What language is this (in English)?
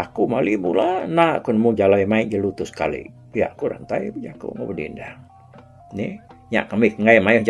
Iban